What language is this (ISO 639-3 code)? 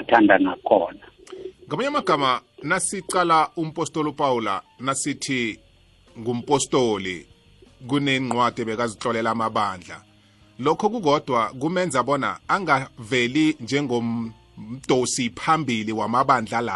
nbl